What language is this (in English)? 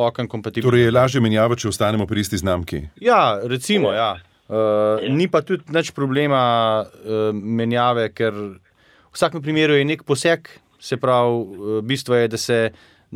Slovenian